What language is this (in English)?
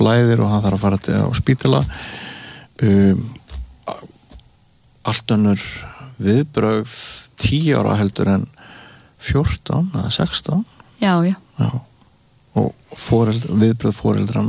Icelandic